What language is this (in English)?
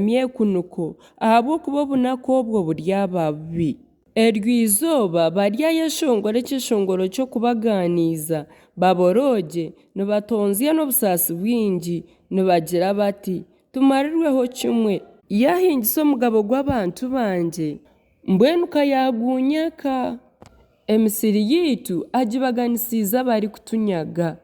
Nyankole